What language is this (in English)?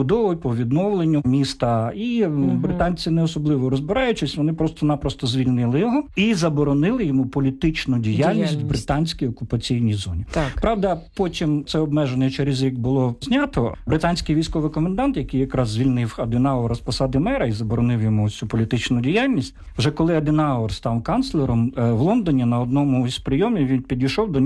Ukrainian